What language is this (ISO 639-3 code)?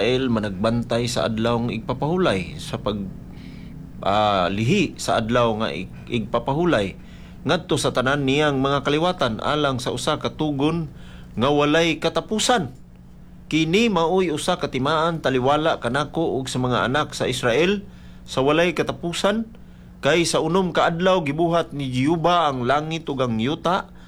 ceb